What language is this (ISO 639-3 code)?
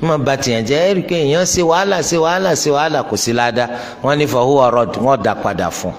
yor